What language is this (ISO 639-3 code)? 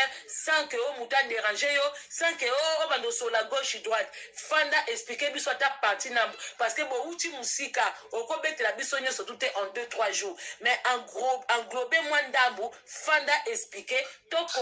lin